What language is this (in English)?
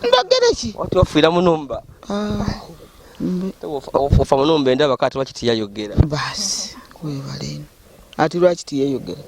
Ganda